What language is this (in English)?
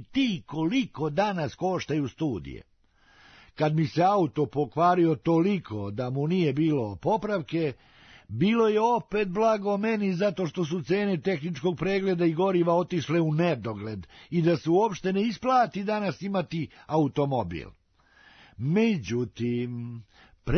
Serbian